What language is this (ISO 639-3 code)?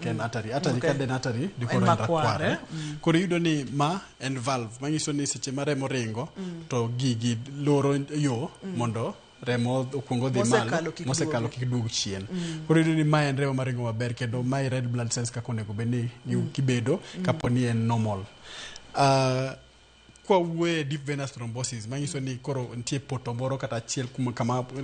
luo